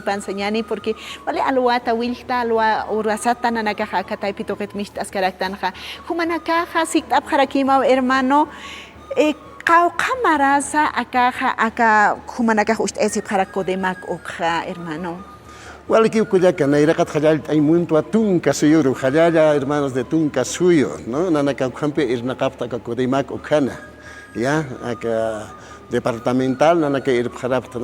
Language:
Aymara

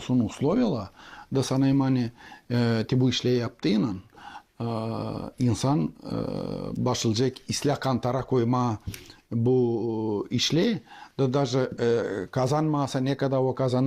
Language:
Gagauz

